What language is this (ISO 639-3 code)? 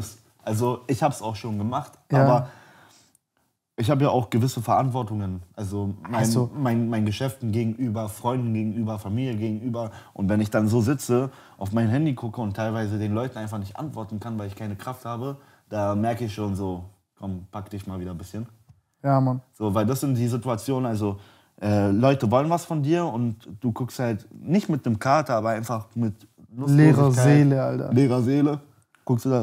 deu